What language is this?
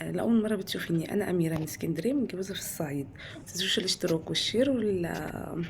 Egyptian Arabic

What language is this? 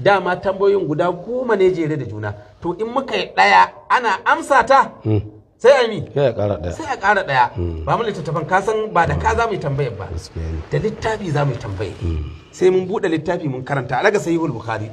Hausa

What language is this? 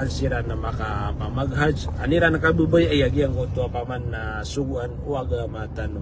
Maranao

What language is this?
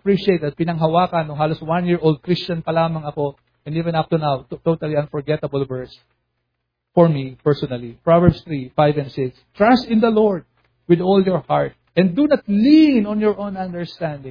Filipino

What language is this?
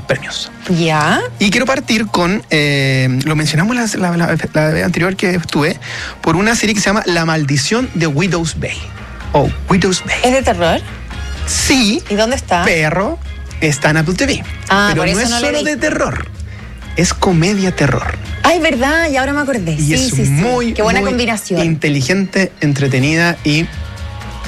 Spanish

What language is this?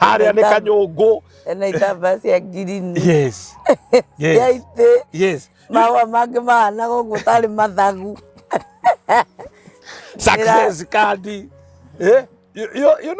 Kikuyu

